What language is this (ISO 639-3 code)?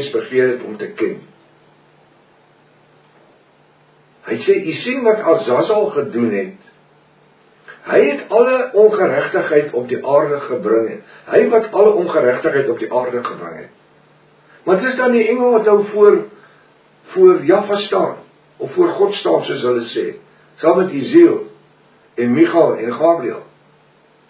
afr